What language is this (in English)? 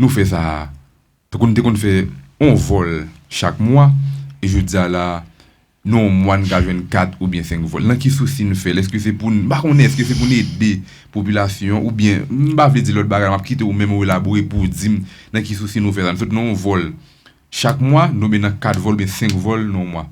Haitian Creole